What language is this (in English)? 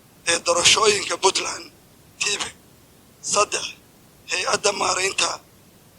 Somali